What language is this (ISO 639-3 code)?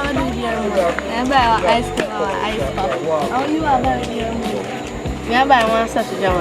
jam